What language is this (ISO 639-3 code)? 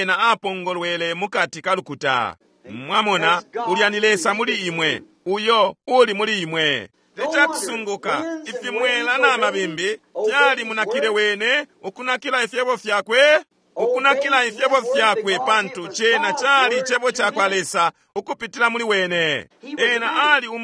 bem